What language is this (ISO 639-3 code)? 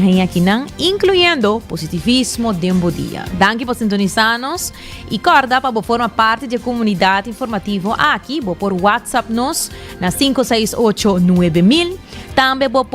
pap